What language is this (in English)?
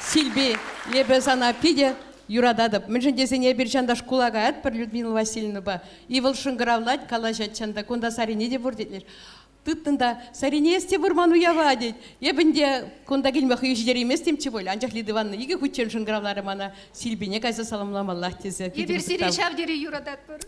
Chuvash